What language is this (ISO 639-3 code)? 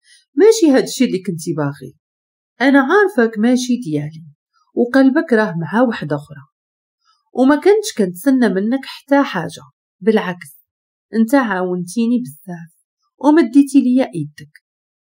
ary